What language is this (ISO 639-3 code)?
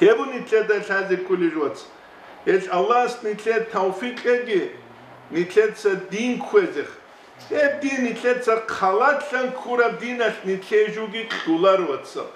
ava